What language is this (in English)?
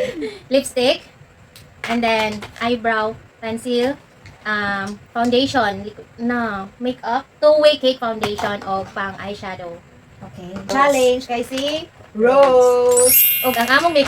Cebuano